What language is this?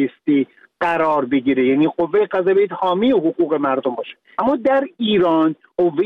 Persian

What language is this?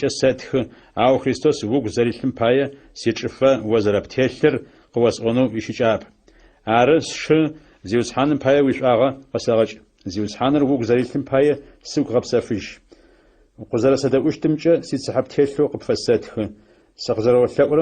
Adyghe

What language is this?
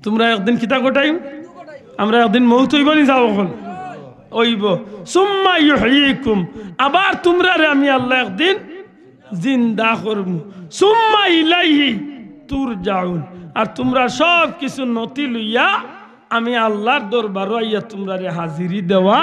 Sylheti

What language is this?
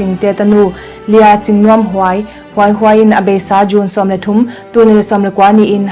Tedim Chin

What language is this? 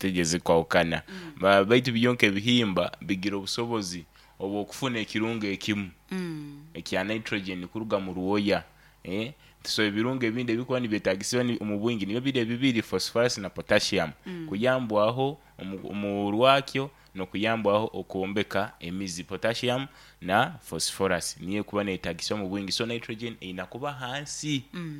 Nyoro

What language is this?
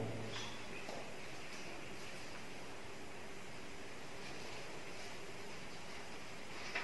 Khasi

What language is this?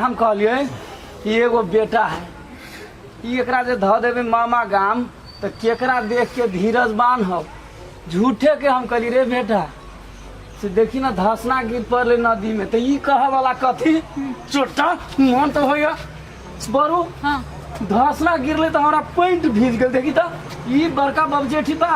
Maithili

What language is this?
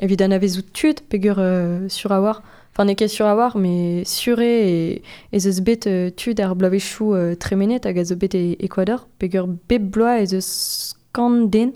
Breton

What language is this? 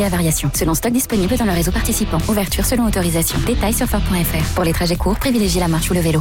French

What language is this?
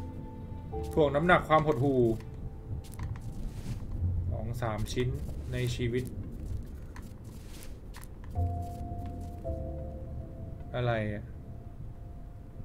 Thai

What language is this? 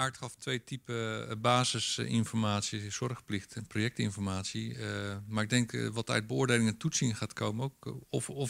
Dutch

